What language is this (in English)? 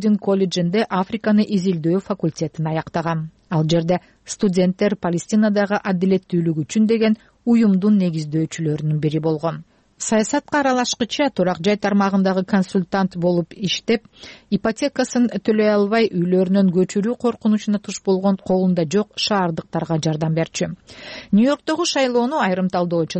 Kyrgyz